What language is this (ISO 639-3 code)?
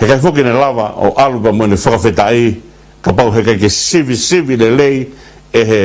ton